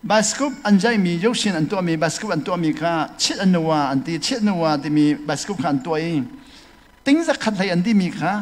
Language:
Hakha Chin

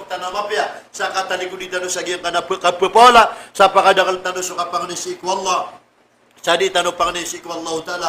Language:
Maranao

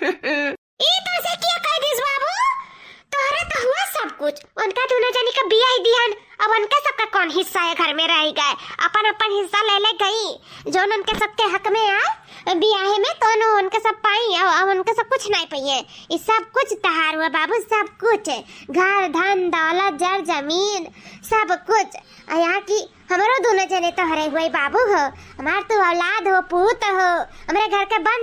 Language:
Awadhi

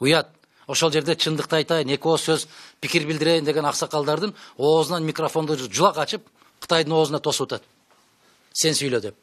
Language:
Kyrgyz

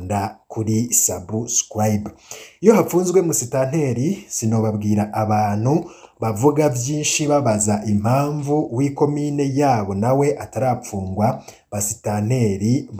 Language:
Rundi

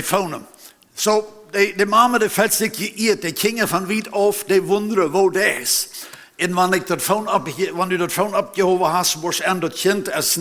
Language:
Plautdietsch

